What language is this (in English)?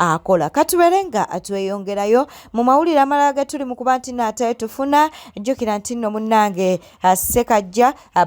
Ganda